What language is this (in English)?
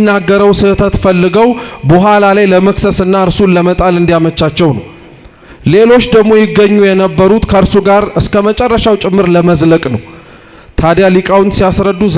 Amharic